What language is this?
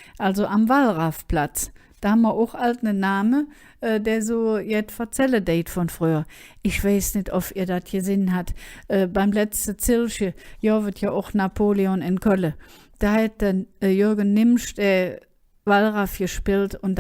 Colognian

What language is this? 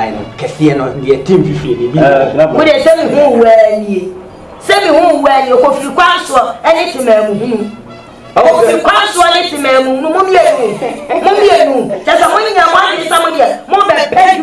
Akan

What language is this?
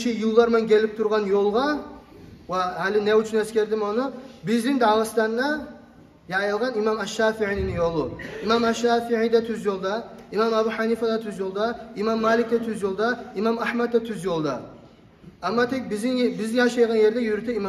Kumyk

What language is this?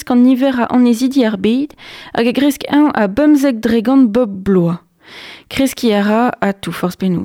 Breton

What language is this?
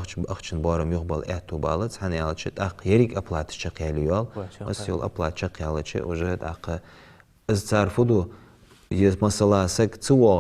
Ingush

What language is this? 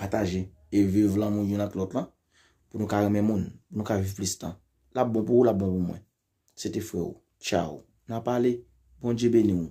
Haitian Creole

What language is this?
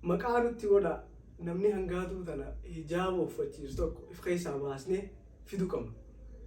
Oromo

